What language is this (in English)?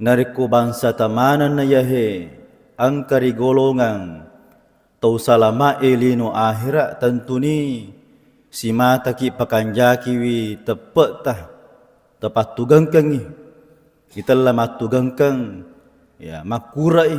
Buginese